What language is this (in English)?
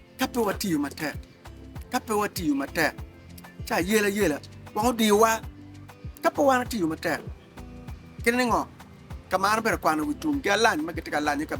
Acoli